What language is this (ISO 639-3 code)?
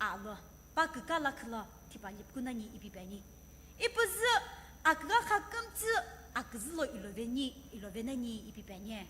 nsm